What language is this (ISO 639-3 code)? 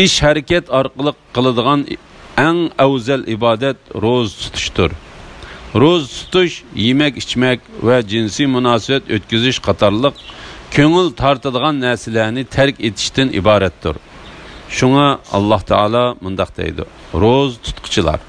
uig